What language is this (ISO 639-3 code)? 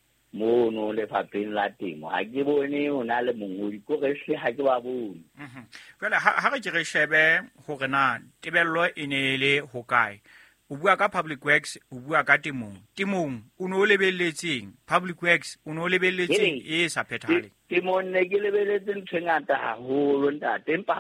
sot